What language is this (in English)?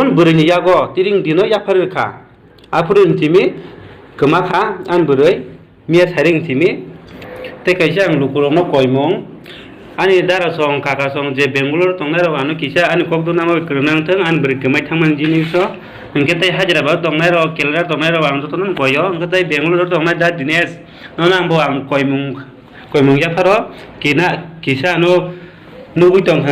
Kok Borok